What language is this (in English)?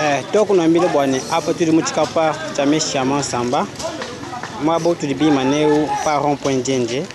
Luba-Lulua